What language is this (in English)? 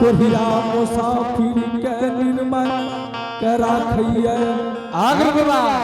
Angika